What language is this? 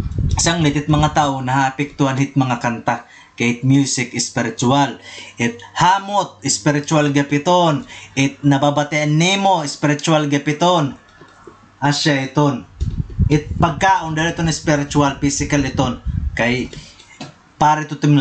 Waray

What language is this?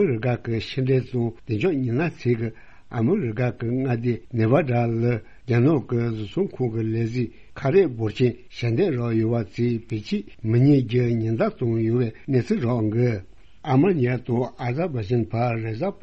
Tibetan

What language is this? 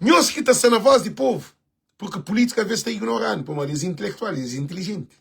Kabuverdianu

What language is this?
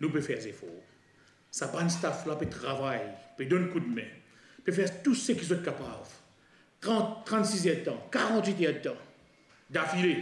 Morisyen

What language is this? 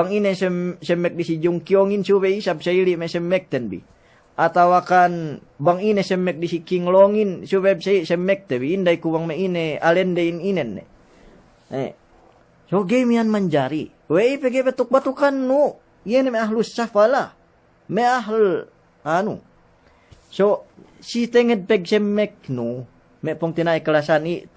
Yakan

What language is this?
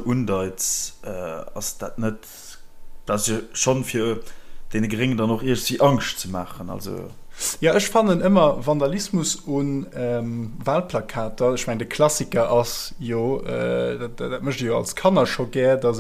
Luxembourgish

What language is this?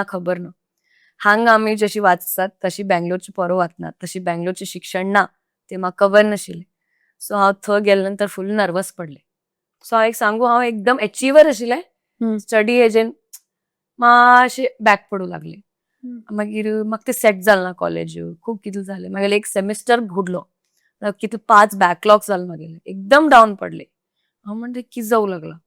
Konkani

